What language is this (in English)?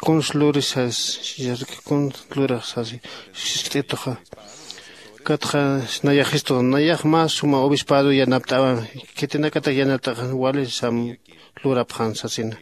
Aymara